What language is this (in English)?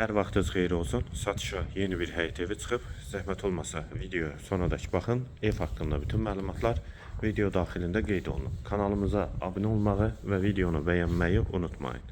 Azerbaijani